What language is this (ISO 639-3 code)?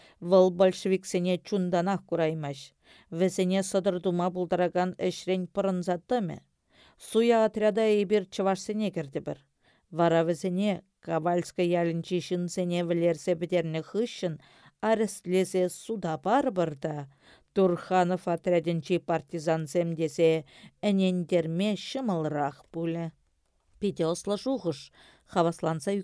chv